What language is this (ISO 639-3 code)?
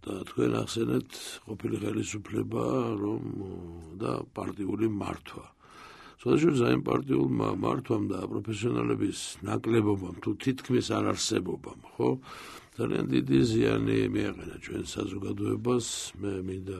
kat